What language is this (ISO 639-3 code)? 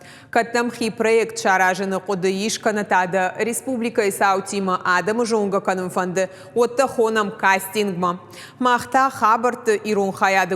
oss